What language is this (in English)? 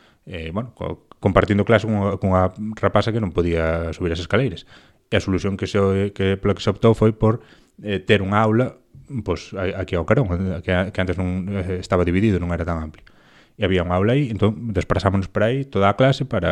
Galician